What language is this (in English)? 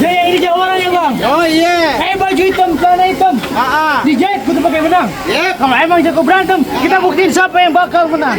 Betawi